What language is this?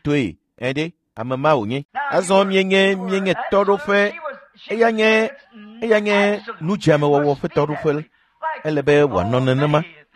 Ewe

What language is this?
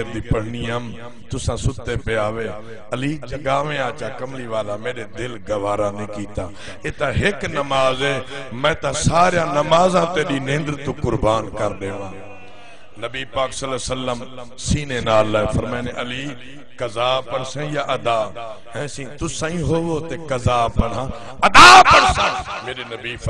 Saraiki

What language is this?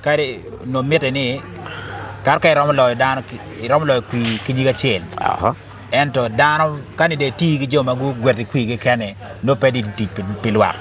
Acoli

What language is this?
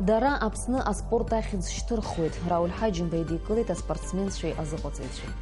Abkhazian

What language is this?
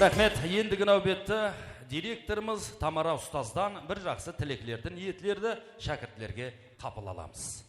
Kara-Kalpak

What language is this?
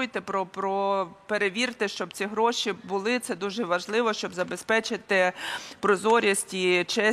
Ukrainian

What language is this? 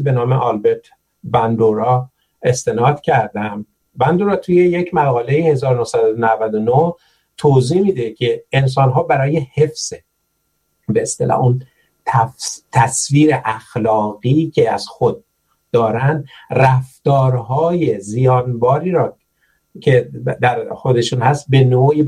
Persian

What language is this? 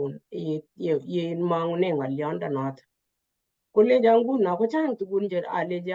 Kalenjin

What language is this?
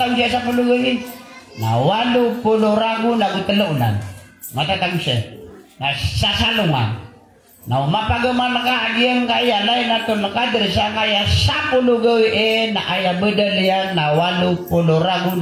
Maranao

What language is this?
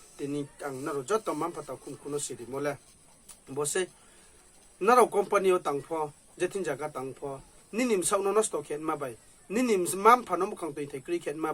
Riang (India)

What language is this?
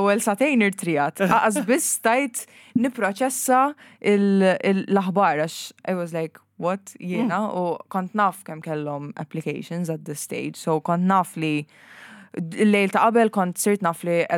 Maltese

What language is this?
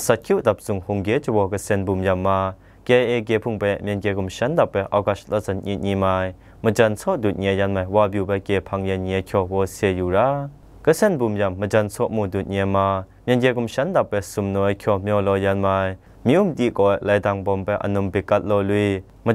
Zaiwa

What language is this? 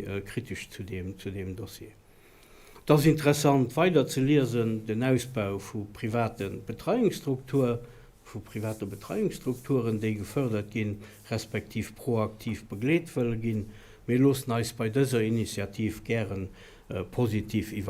Luxembourgish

